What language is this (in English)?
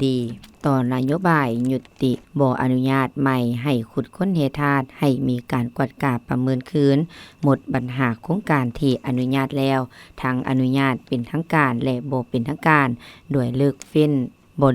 Lao